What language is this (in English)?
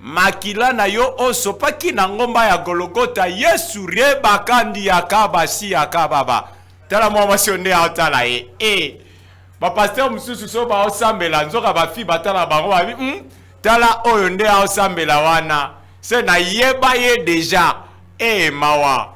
Lingala